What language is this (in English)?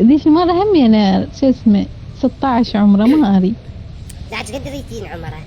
Mesopotamian Arabic